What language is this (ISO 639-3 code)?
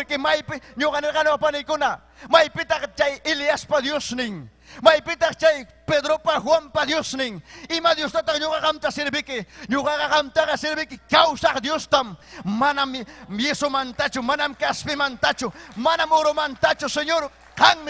quy